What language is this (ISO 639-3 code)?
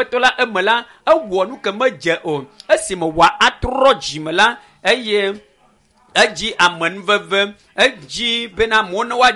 ewe